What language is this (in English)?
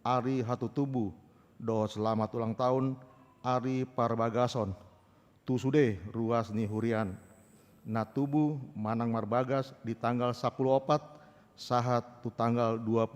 Batak Toba